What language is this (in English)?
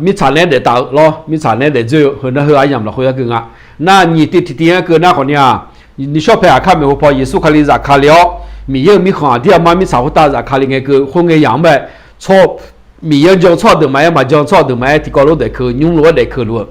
Akha